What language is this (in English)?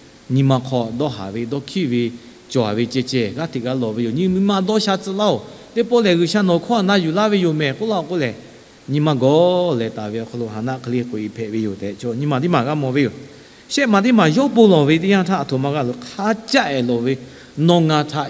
Lahu